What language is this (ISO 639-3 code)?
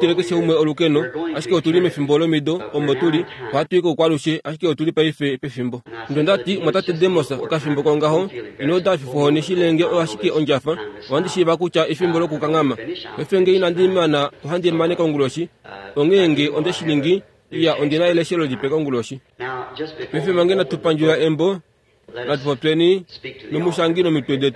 kua